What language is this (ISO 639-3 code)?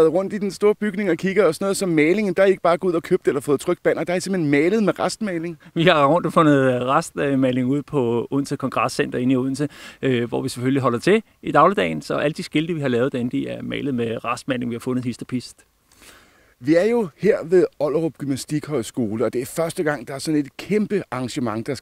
dan